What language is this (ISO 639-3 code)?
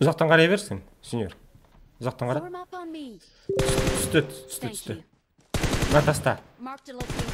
kaa